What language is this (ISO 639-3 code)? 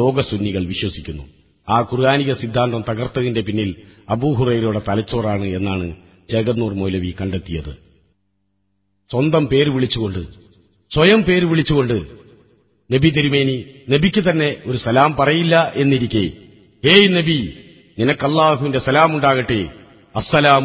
mal